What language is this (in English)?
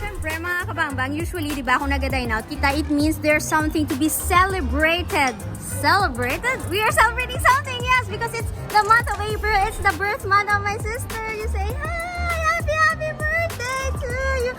Hiligaynon